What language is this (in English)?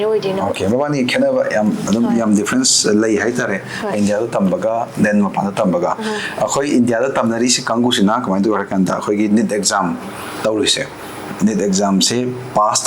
Manipuri